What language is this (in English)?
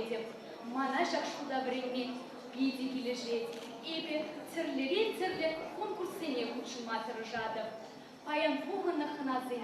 Chuvash